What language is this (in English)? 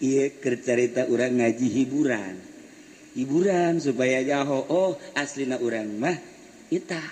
Sundanese